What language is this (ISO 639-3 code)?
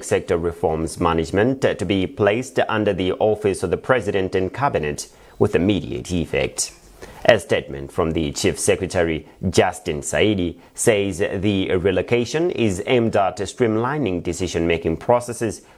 eng